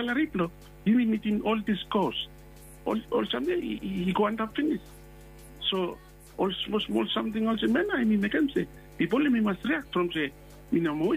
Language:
Bislama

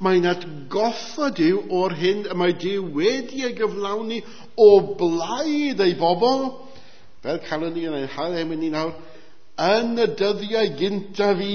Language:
Welsh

